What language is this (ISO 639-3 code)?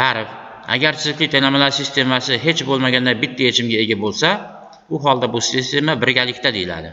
uzb